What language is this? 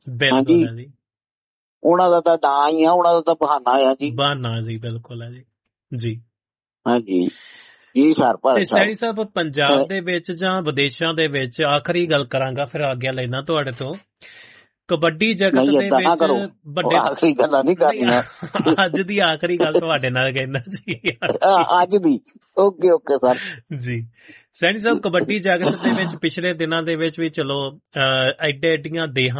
Punjabi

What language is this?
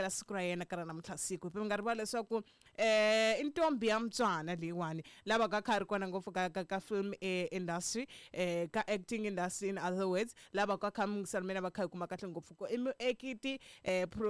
Tsonga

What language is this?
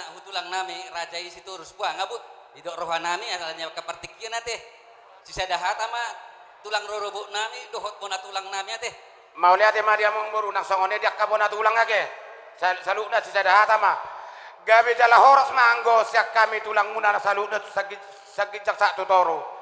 Batak Toba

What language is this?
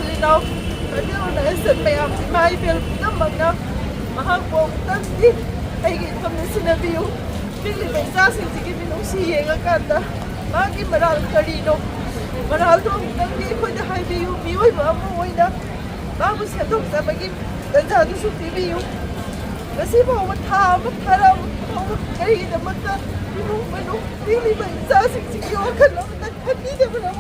Manipuri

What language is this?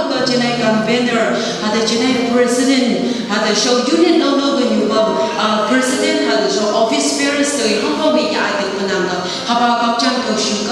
Phom Naga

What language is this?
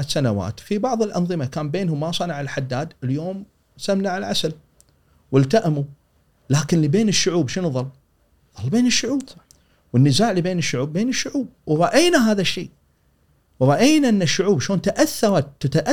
Gulf Arabic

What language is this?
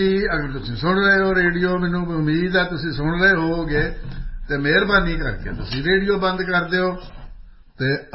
Punjabi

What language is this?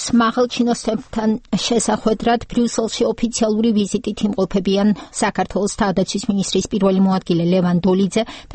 Georgian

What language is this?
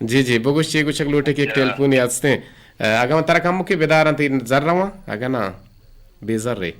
Eastern Balochi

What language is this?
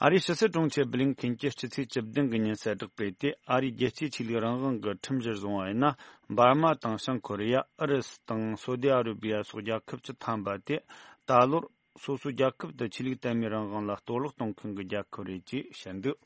Tibetan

